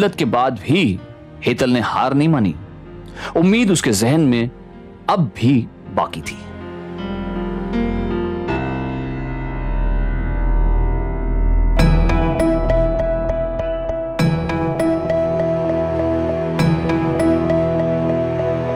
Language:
Hindi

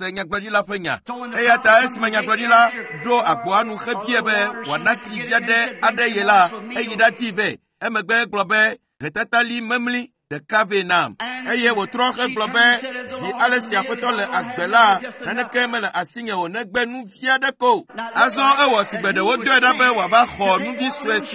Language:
Ewe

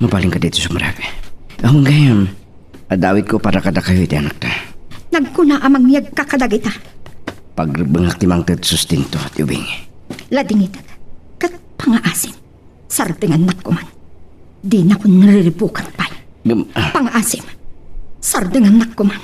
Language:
Iloko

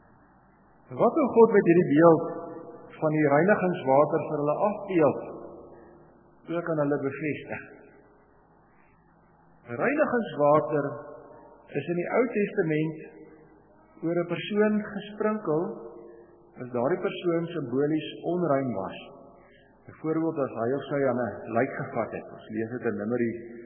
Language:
Afrikaans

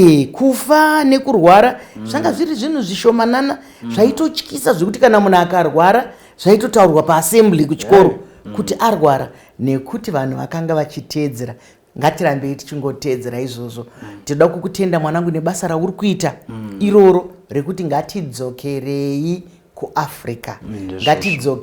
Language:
Shona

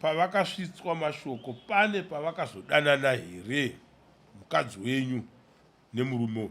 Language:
Shona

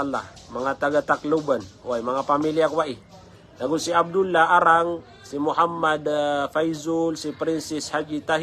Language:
Maranao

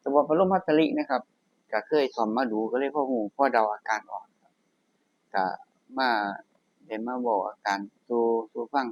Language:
Northeastern Thai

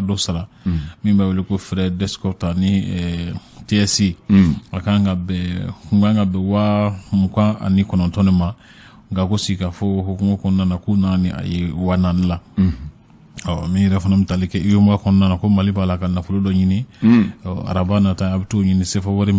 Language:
Bambara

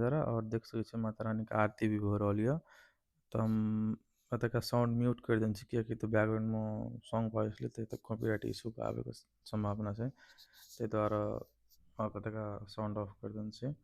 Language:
Maithili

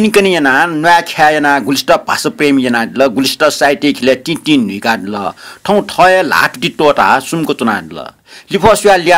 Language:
Newari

